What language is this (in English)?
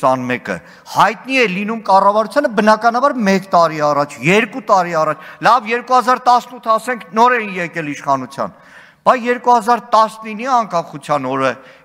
Armenian